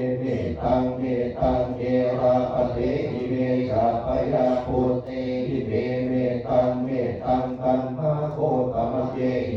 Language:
Pali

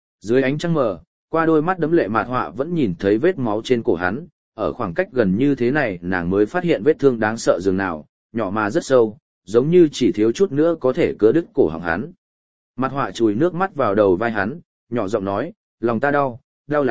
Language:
Vietnamese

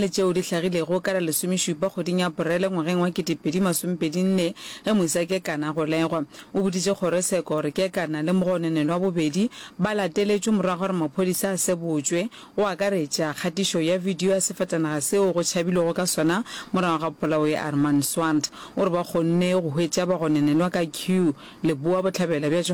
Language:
Northern Sotho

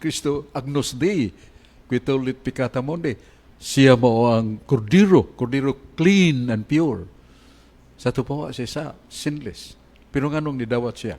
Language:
Cebuano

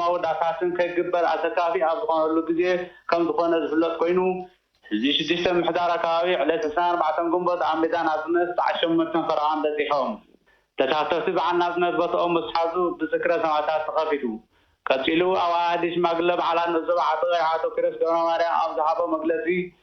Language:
Tigrinya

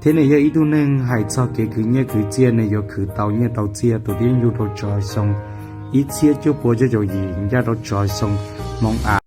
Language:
Hmong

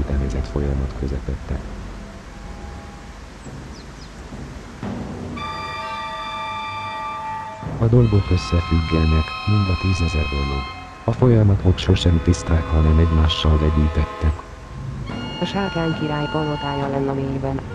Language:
Hungarian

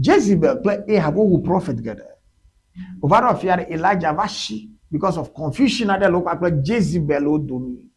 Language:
Ewe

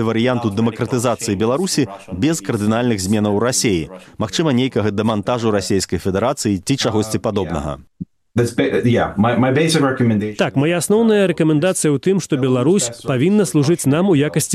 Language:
Belarusian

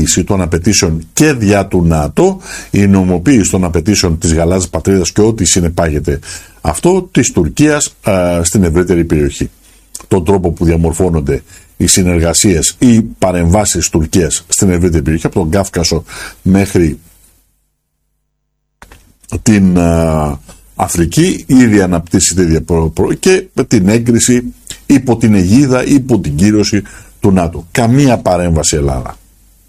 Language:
Greek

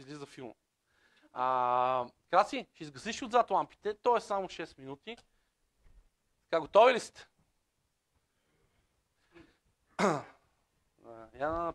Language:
Bulgarian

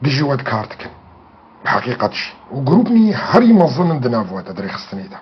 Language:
Kurdish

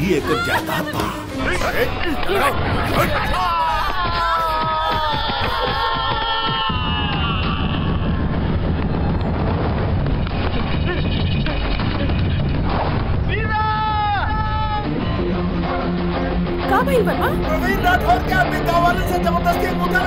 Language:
Bhojpuri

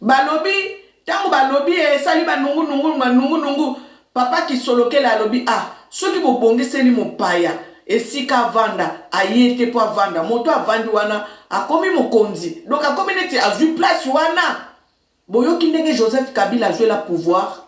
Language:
Lingala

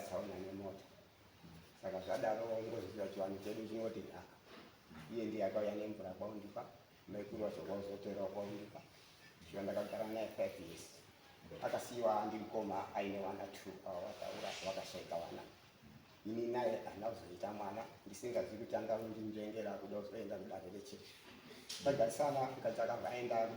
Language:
Shona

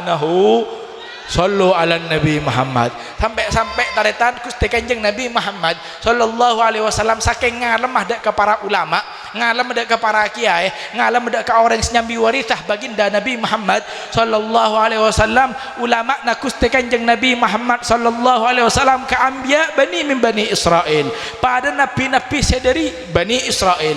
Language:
Madurese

